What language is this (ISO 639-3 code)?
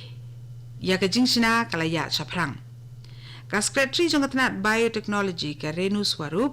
kha